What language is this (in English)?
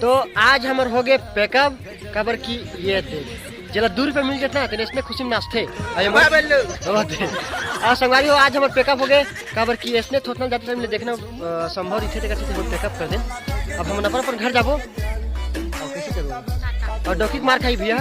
Chhattisgarhi